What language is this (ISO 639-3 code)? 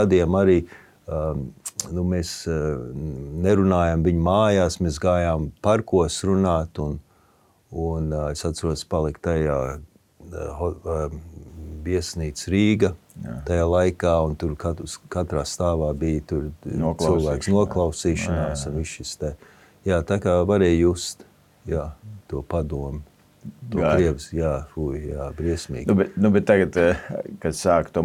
lav